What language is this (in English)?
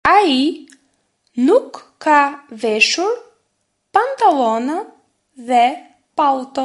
Albanian